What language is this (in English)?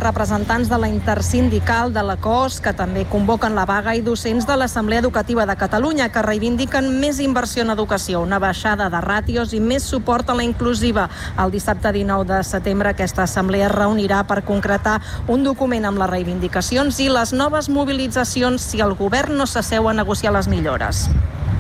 Catalan